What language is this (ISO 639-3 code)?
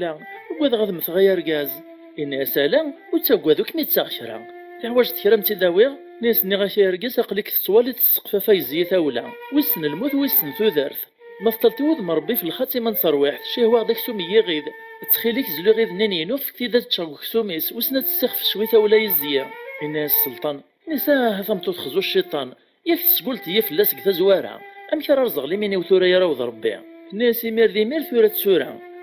kab